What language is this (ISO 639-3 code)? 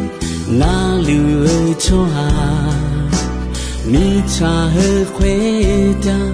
ahk